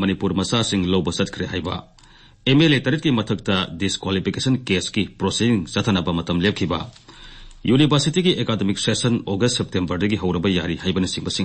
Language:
Manipuri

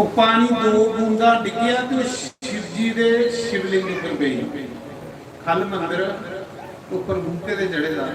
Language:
Dogri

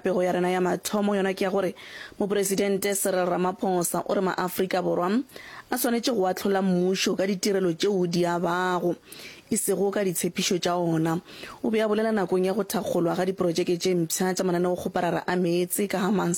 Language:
Northern Sotho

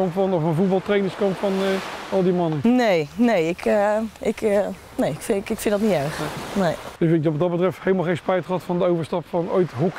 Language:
Dutch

